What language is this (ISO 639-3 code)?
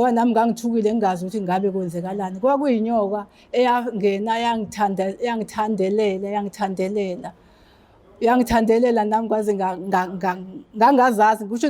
zul